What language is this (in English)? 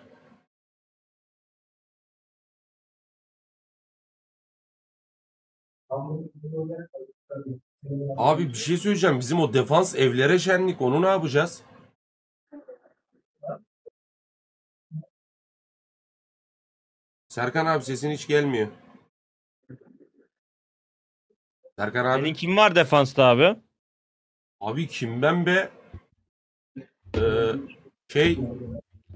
Turkish